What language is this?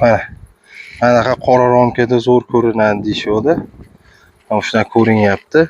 Uzbek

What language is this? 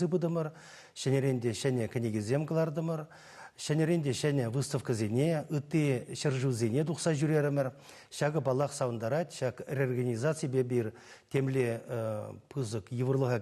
Chuvash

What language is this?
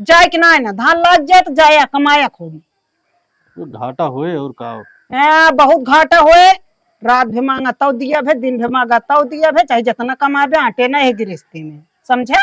Awadhi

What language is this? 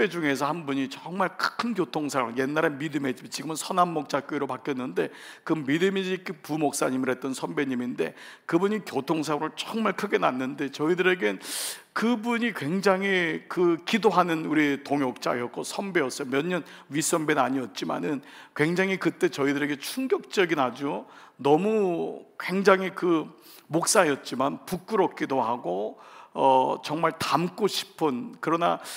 Korean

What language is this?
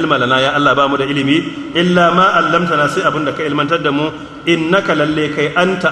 Hausa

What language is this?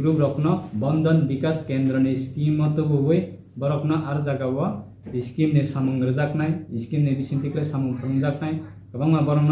Riang (India)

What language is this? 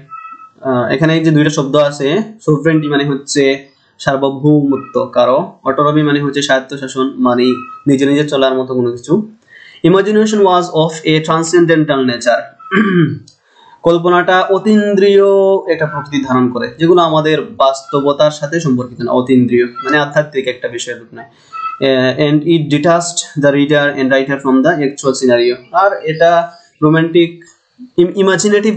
Bangla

